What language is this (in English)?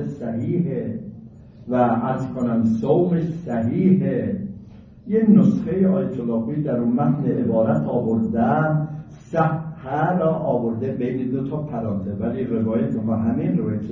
Persian